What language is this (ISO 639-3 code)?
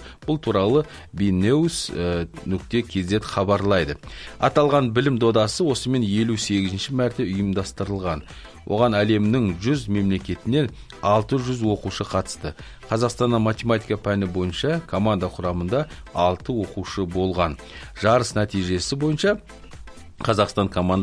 kaz